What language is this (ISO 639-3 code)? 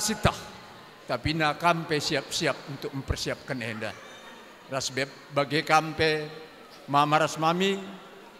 btx